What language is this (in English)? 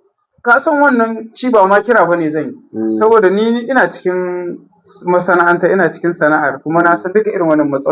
Hausa